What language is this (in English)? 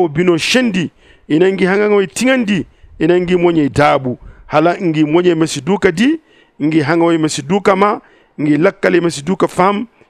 Zarma